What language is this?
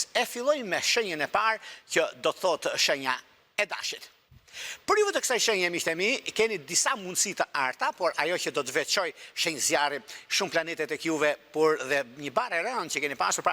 Albanian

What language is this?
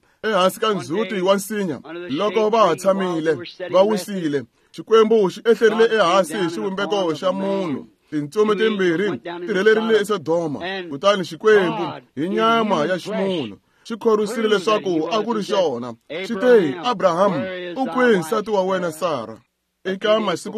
Tsonga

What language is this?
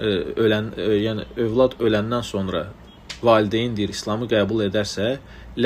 Azerbaijani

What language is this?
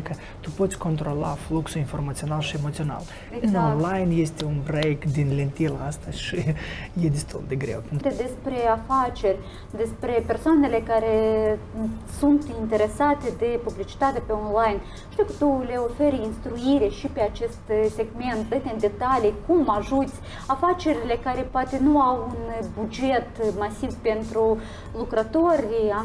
Romanian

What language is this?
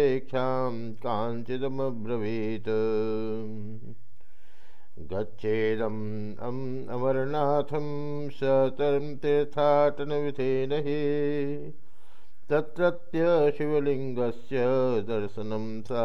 Sanskrit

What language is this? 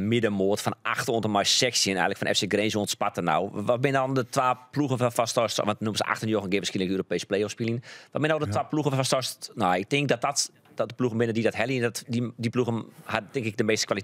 Western Frisian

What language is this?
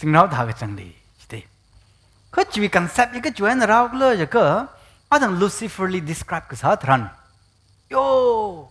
Tangkhul Naga (India)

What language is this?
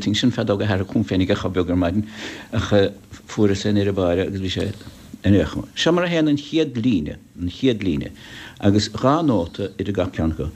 Irish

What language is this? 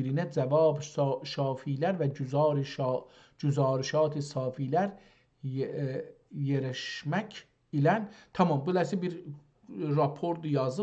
South Azerbaijani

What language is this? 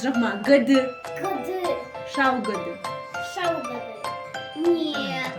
Ossetic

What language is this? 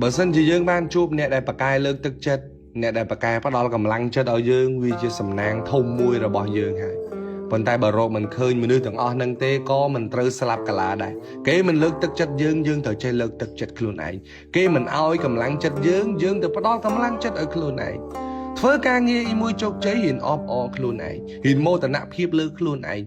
Khmer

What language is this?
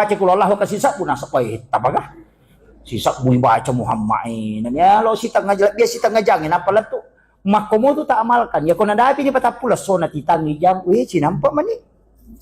Buginese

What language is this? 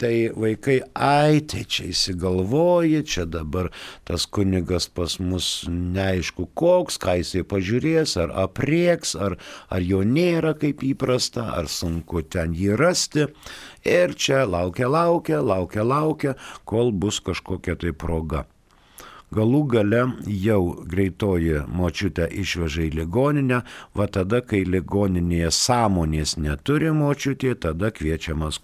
Lithuanian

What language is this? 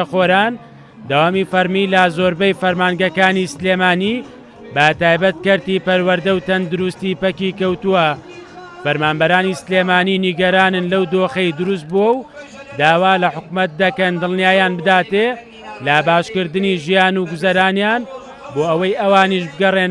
Central Kurdish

